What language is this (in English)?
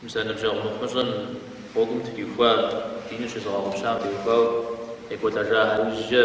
Kabardian